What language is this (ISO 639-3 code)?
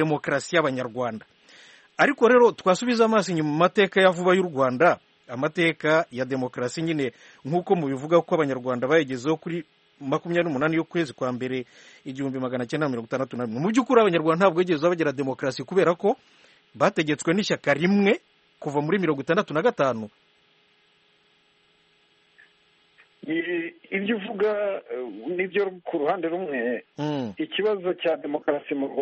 kin